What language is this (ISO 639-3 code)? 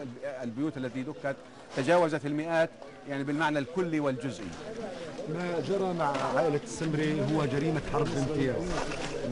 ara